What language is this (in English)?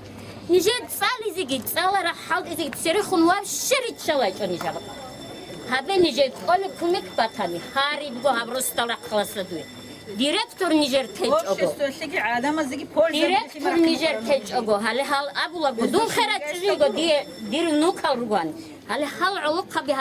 Avaric